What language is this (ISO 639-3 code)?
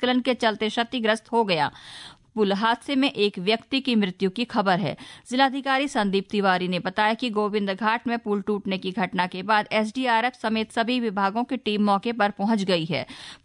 hin